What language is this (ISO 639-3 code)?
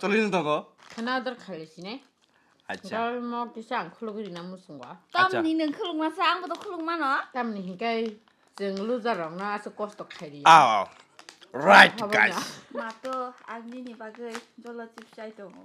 trp